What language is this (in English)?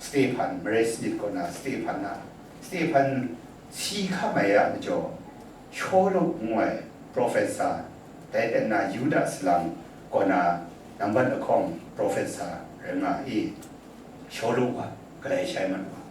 Kachin